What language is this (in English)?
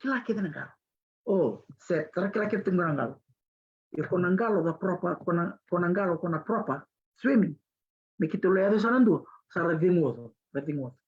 Fijian